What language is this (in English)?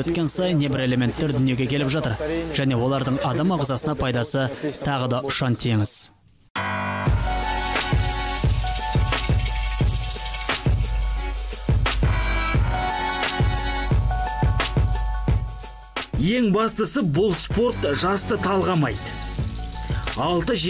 Kazakh